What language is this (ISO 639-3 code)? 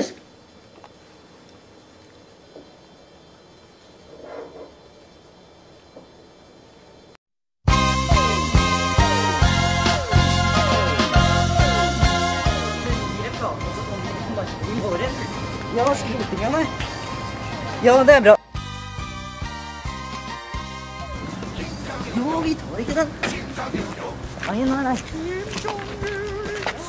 nor